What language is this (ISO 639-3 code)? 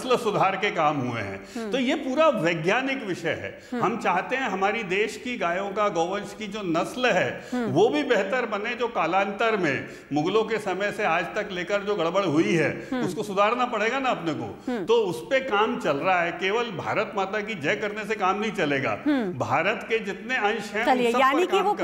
hin